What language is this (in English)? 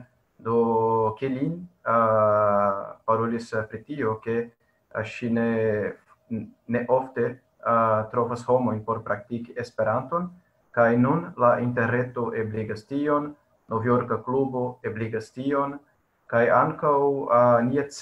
Esperanto